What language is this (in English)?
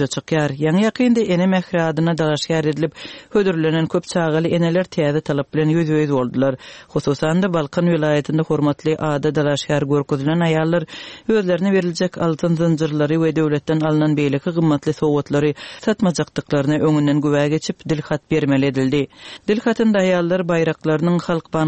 Turkmen